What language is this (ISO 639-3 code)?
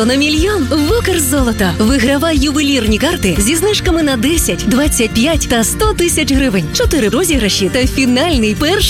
ukr